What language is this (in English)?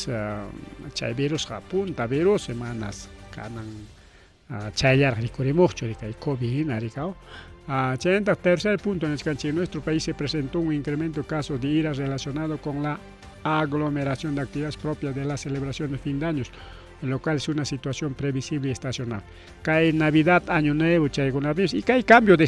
Ayacucho Quechua